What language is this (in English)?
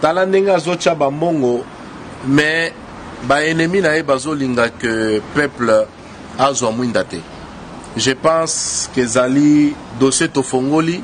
Lingala